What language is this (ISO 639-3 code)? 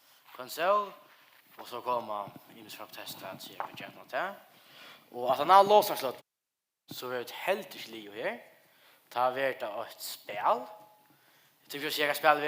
fao